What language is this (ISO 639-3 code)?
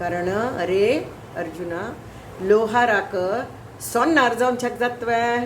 kok